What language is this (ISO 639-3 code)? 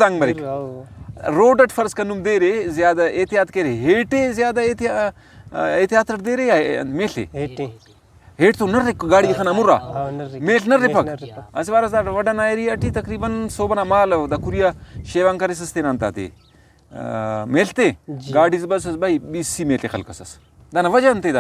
brh